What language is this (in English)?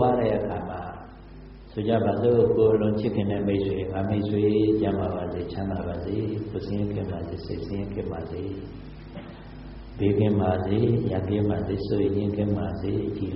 Burmese